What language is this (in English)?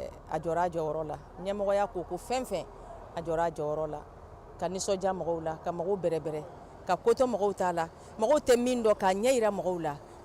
Bambara